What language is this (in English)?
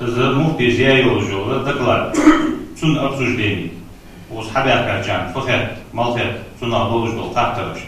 Ingush